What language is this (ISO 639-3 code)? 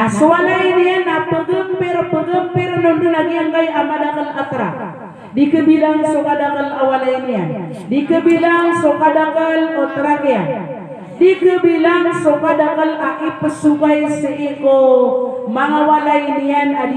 mrw